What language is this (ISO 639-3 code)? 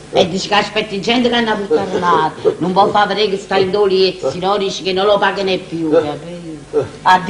nap